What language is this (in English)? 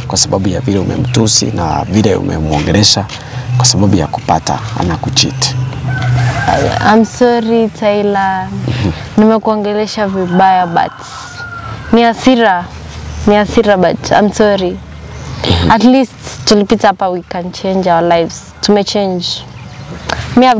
Swahili